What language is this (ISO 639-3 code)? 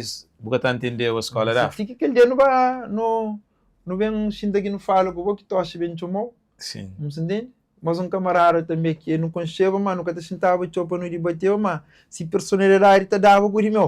kea